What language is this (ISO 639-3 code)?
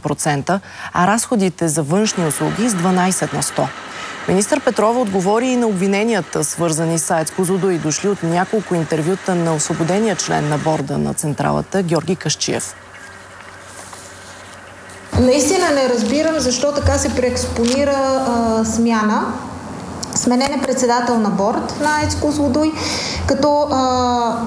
bul